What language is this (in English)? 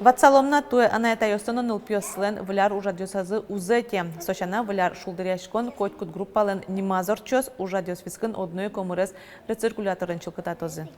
Udmurt